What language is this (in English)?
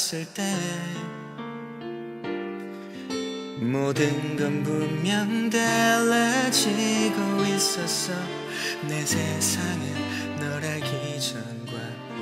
Korean